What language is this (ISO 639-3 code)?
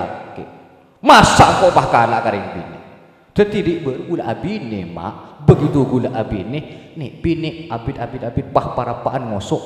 mad